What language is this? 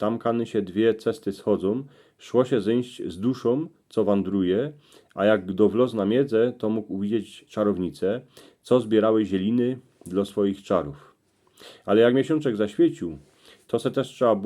Silesian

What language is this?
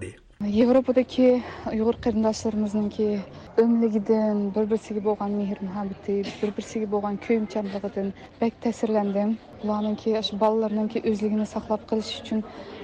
Uyghur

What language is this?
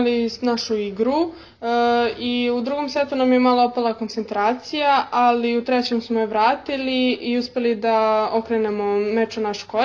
Serbian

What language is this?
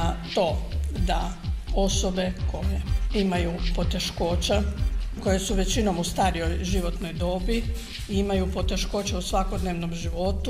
Croatian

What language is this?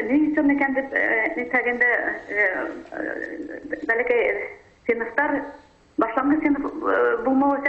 Bashkir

